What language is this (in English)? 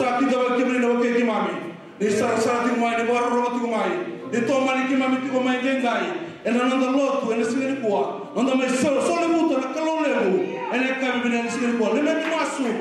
Fijian